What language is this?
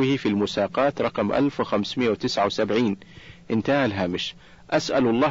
Arabic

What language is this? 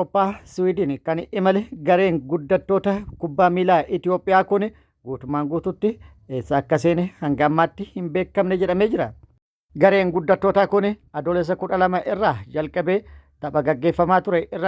Oromo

